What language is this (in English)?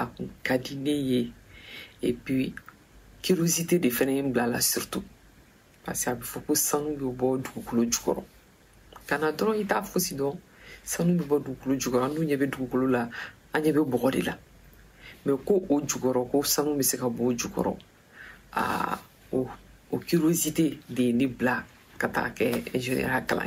Bambara